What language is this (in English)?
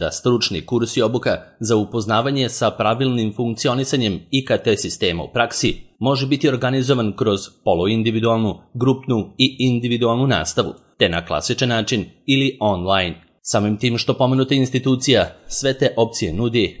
Serbian